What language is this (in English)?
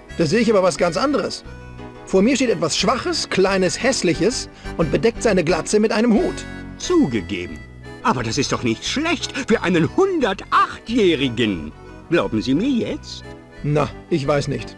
Bavarian